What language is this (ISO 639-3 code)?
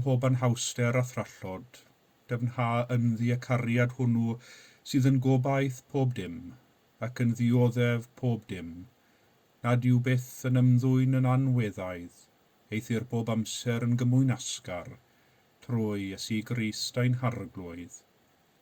cym